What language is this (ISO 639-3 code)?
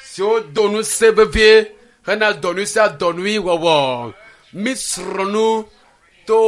ewe